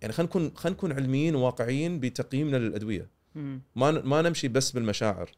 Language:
Gulf Arabic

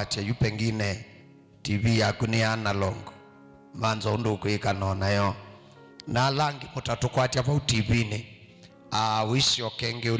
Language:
Kamba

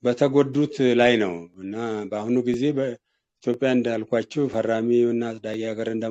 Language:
Amharic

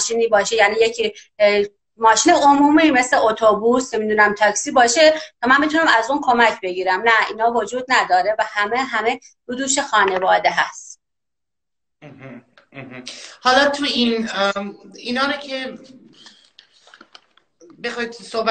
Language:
Persian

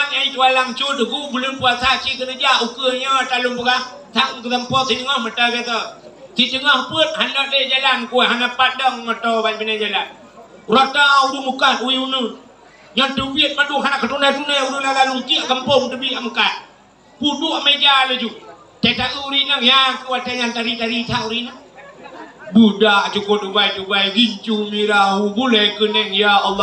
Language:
Achinese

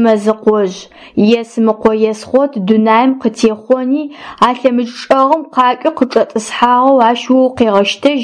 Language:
Adyghe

